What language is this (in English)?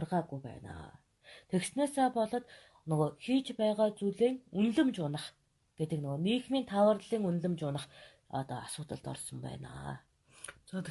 Mongolian